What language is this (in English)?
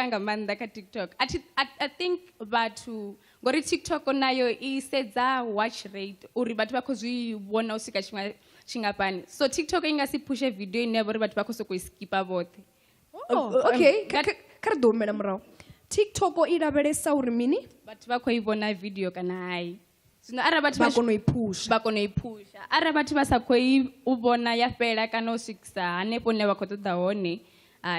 Venda